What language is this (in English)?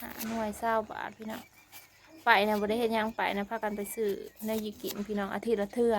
Northeastern Thai